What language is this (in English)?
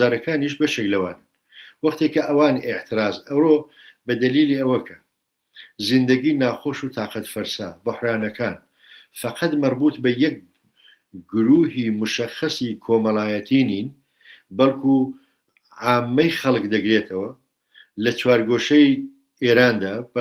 Central Kurdish